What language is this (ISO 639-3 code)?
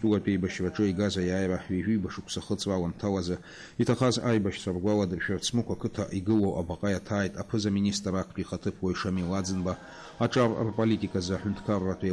abk